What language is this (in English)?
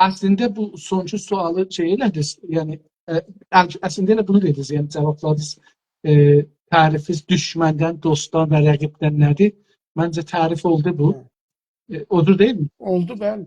South Azerbaijani